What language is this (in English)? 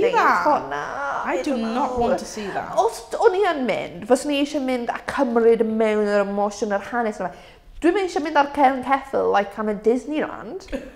Welsh